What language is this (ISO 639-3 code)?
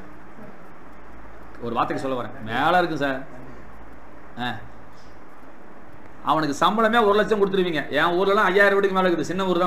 tam